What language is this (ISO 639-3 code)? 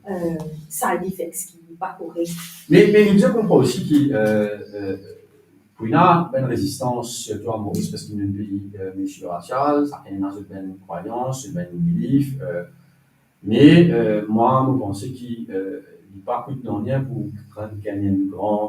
mfe